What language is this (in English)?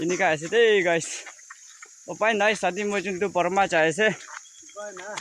Naga Pidgin